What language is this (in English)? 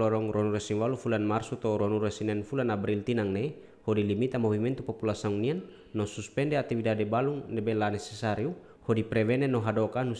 Tetum